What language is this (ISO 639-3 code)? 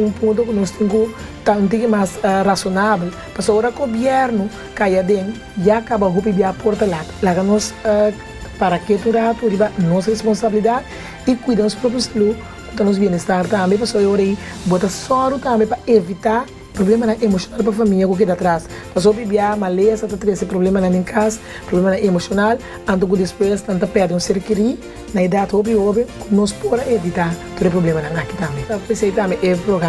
pap